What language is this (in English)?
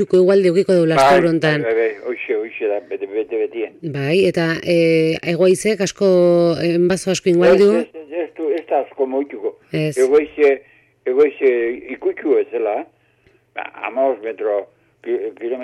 Basque